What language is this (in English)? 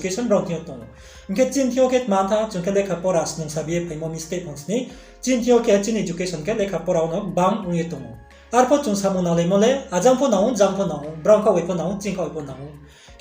Riang (India)